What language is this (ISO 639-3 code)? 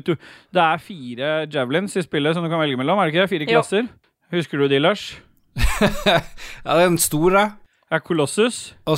nor